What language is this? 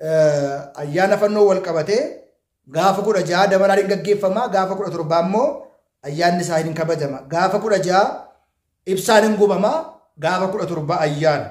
Oromo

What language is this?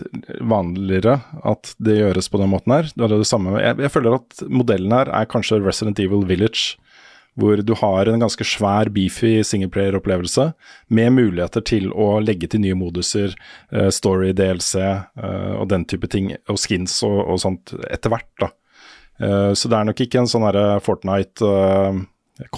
Norwegian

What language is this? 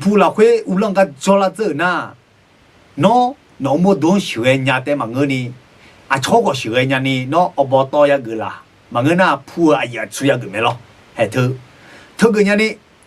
Akha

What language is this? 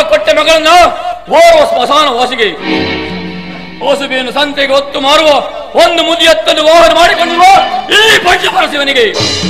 Kannada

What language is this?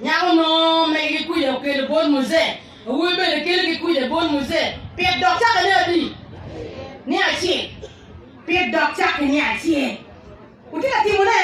Acoli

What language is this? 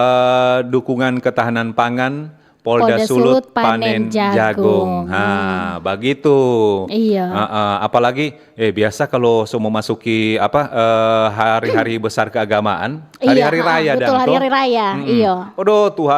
Manado Malay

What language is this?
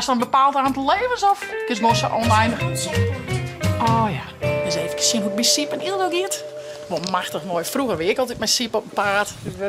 Western Frisian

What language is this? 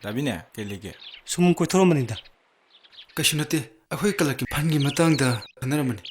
Manipuri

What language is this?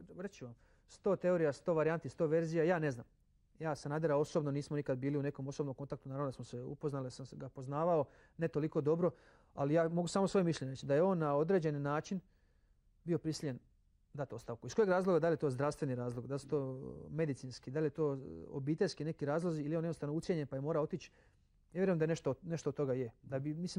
Croatian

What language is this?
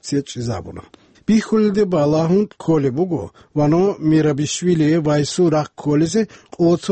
Avaric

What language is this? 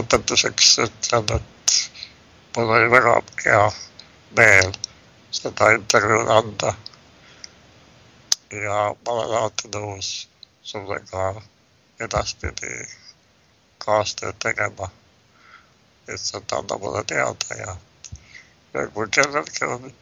Estonian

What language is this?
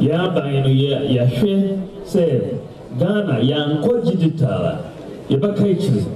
Akan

